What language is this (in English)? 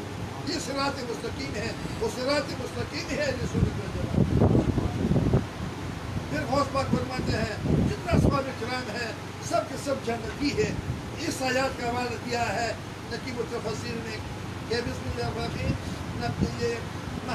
Urdu